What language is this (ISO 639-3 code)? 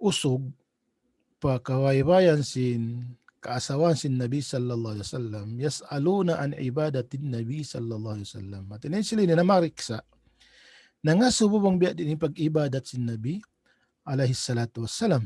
tsg